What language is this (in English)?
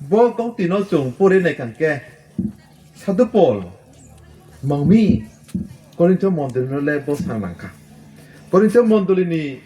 Riang (India)